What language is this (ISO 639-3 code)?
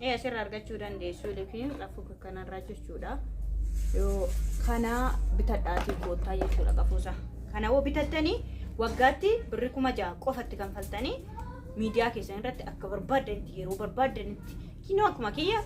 orm